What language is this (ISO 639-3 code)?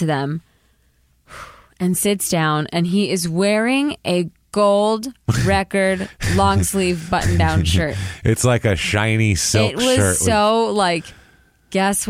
eng